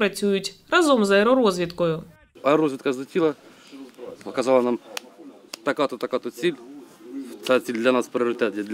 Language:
Ukrainian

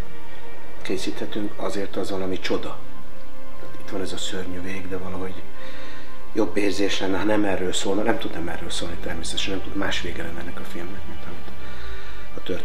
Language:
Hungarian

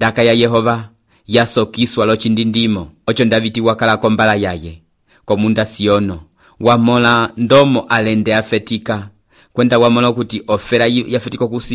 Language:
Umbundu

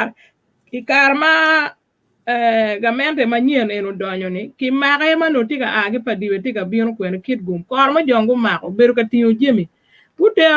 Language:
Acoli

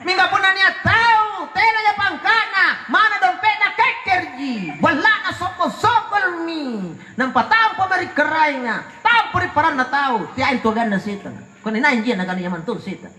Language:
Makasar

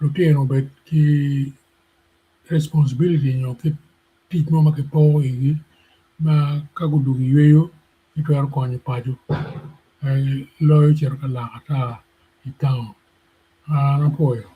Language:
Acoli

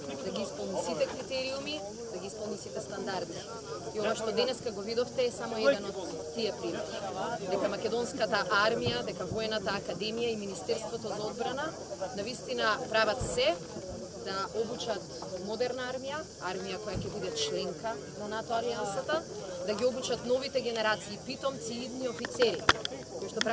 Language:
Macedonian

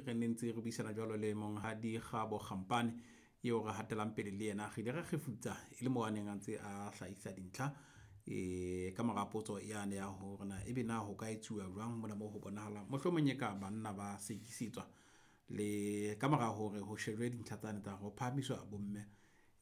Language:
Southern Sotho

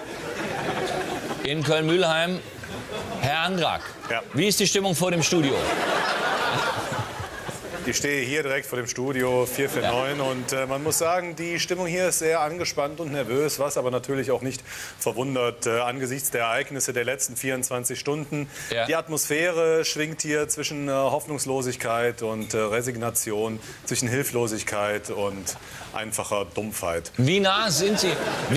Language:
German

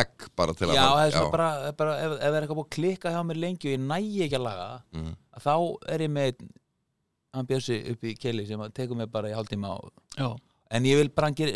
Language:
Icelandic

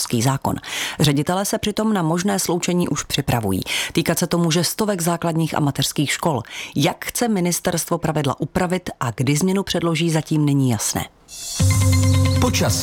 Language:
Czech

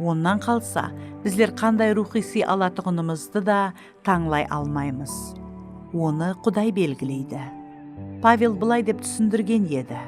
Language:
Kara-Kalpak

